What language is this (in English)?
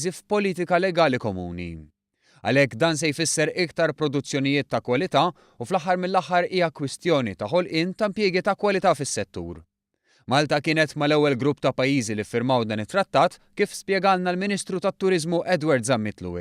Maltese